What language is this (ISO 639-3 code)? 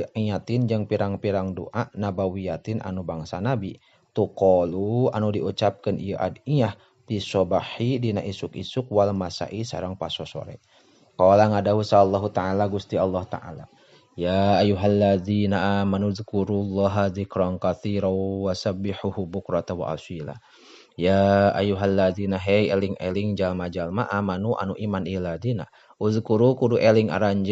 sun